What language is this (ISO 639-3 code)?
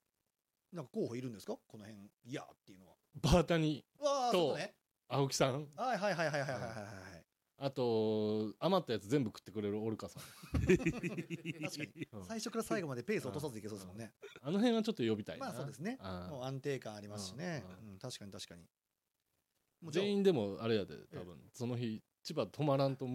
jpn